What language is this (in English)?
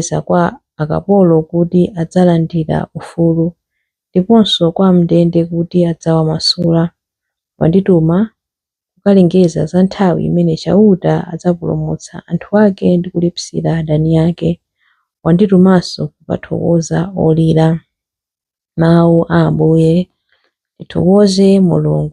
Nyanja